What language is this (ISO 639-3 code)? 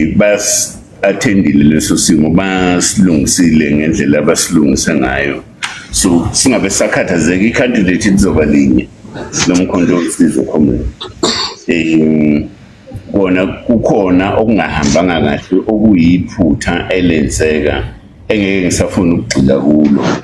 zul